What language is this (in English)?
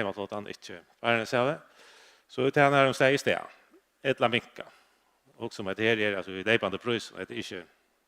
Faroese